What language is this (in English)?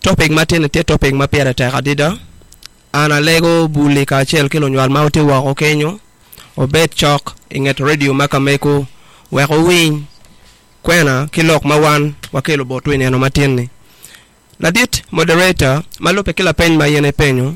Acoli